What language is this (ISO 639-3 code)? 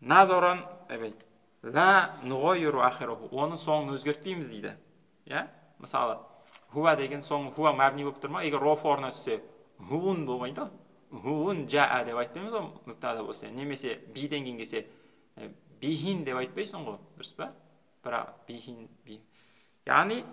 kaz